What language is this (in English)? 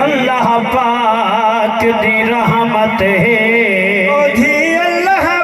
Saraiki